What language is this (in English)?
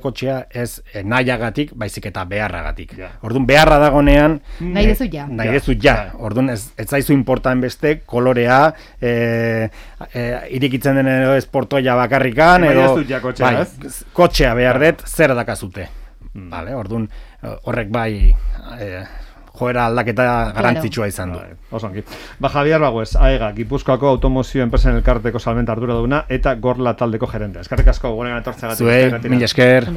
Basque